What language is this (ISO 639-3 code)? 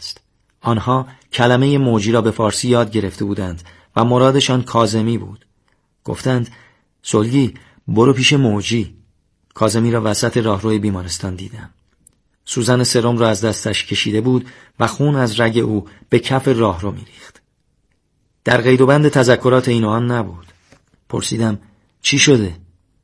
fas